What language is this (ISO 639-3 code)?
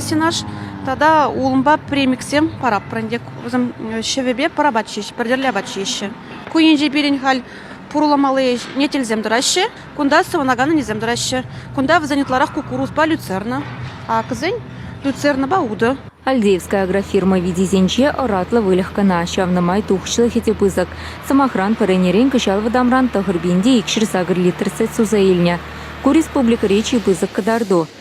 chv